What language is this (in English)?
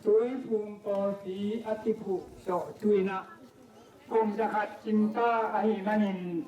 Tedim Chin